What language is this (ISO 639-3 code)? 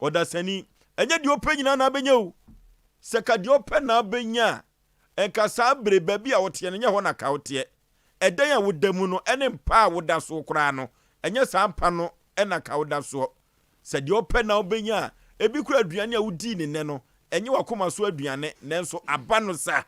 aka